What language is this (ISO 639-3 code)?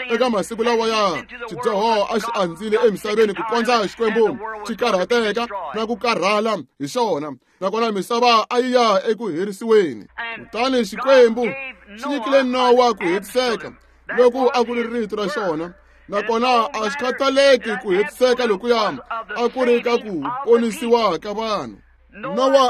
tso